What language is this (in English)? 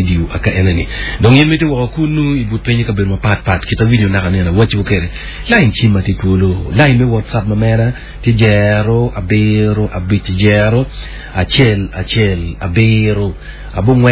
Acoli